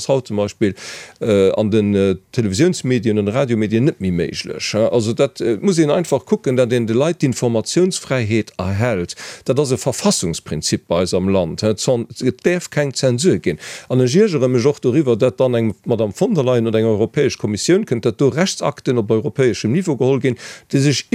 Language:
Luxembourgish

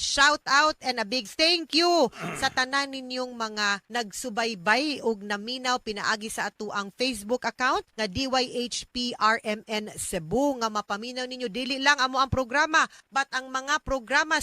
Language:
Cebuano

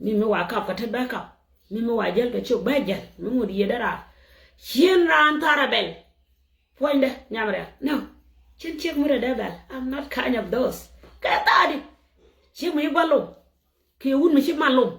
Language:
Nuer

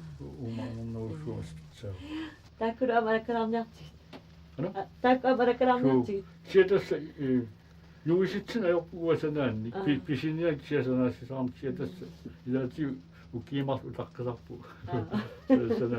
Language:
Kalaallisut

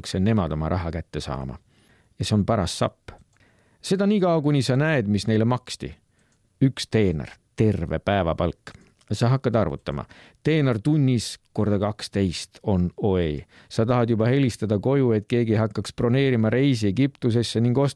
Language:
Estonian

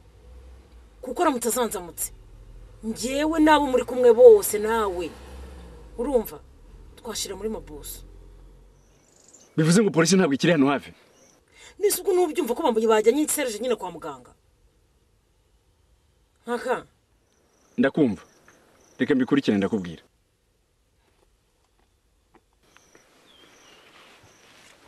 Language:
Kinyarwanda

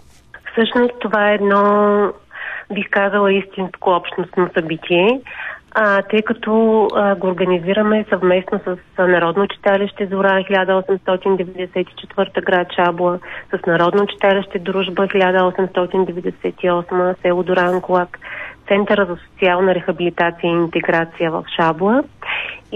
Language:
Bulgarian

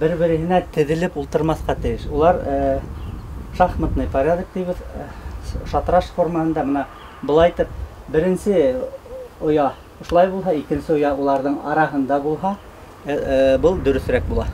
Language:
Bashkir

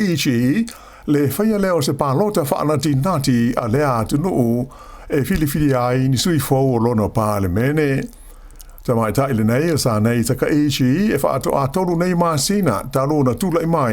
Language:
Samoan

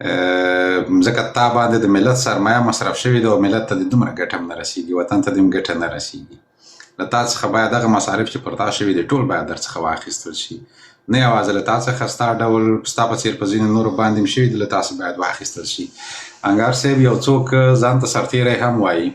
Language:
Pashto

